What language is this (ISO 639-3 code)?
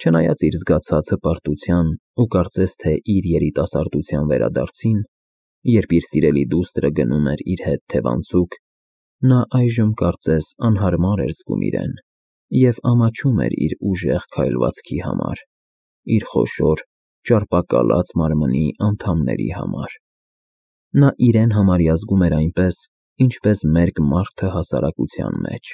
hye